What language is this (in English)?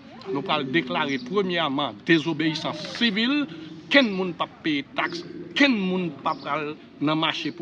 Haitian Creole